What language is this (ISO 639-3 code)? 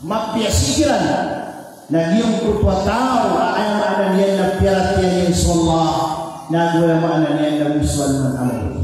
mrw